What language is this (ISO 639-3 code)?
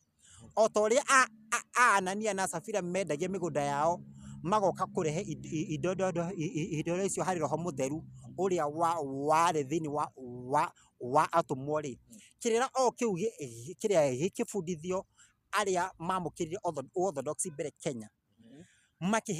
kik